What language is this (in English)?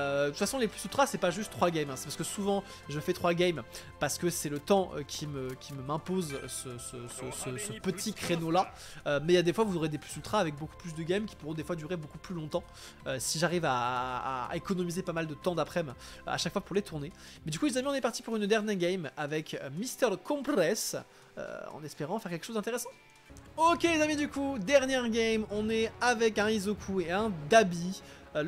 French